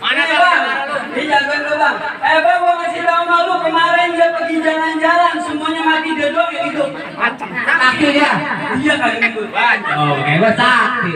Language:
Betawi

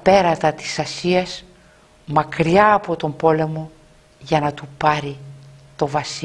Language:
Greek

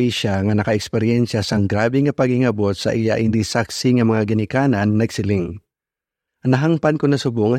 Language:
Hiligaynon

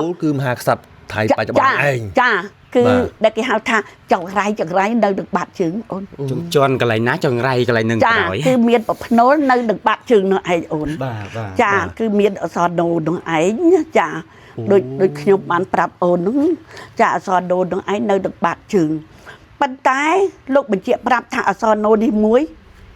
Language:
Khmer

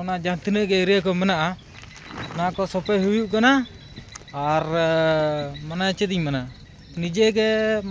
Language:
Santali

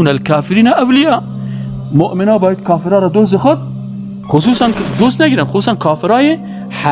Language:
Persian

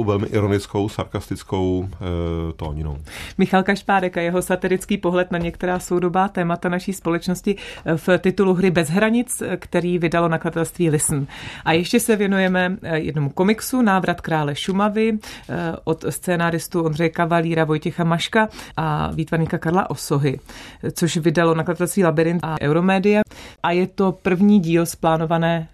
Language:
Czech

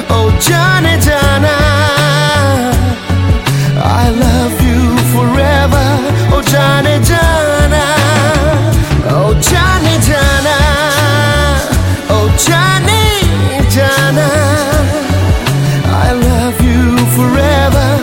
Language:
Bangla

